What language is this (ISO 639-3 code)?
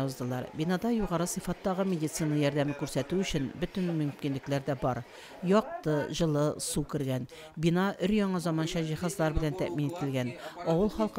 tat